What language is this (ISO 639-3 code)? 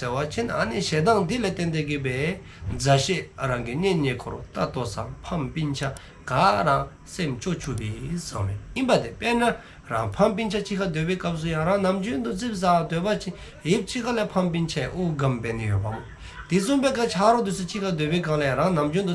dzo